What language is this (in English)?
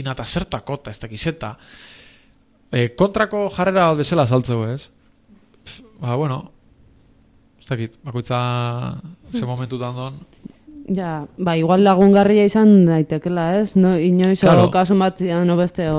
Basque